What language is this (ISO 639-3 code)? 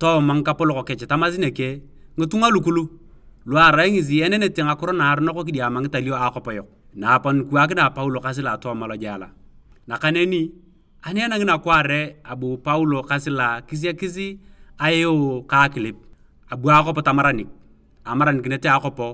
tuv